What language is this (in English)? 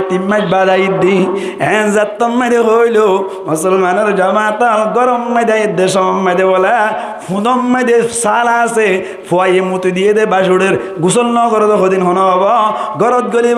Rohingya